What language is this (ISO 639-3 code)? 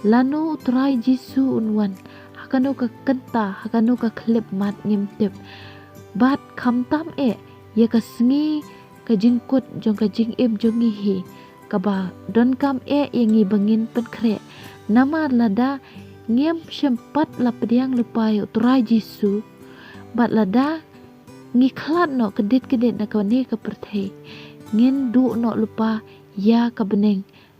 kha